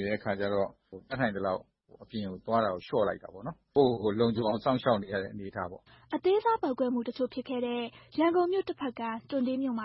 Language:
Burmese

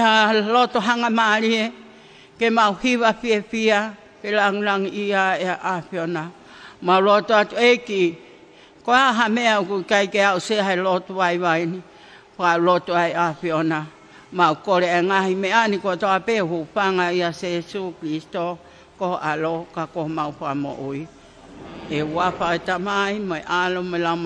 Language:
Tongan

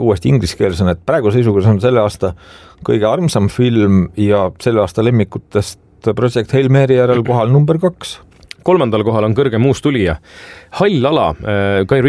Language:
Estonian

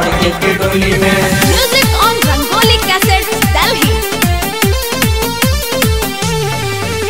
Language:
Bhojpuri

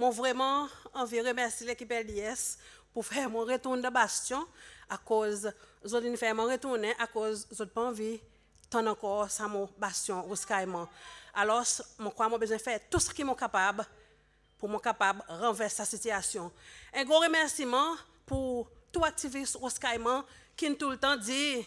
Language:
Seselwa Creole French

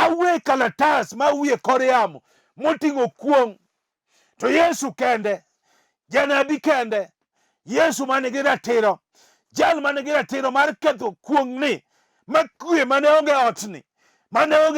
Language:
Luo (Kenya and Tanzania)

